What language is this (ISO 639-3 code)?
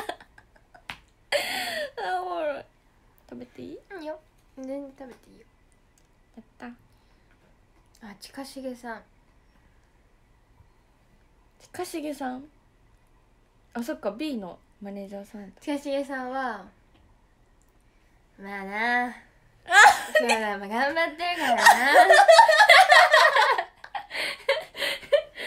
jpn